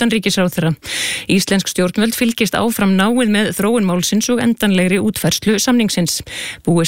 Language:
Icelandic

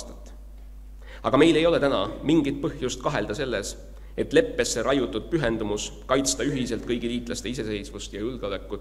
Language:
Estonian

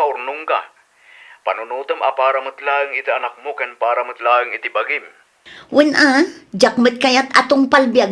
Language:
Iloko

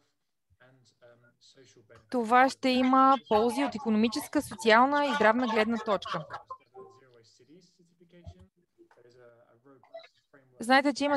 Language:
Bulgarian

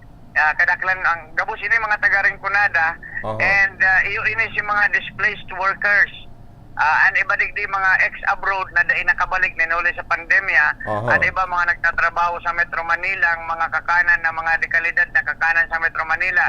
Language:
Bikol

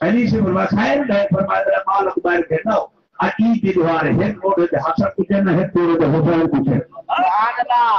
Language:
Saraiki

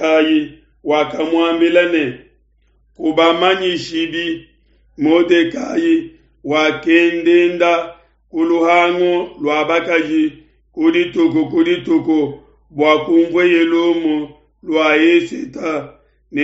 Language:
Luba-Lulua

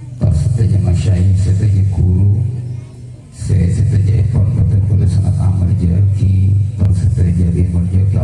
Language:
Madurese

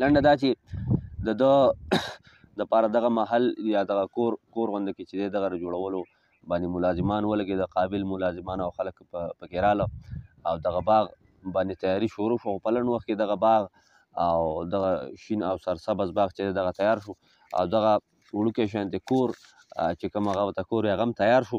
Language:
Pashto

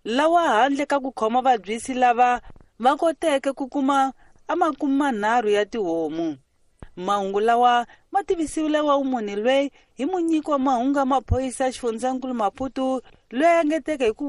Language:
Tsonga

